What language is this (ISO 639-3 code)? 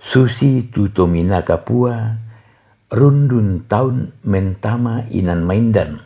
sda